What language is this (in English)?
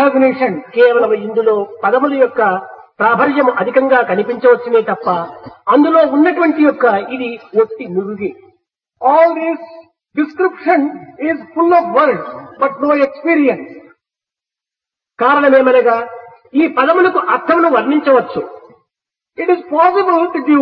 Telugu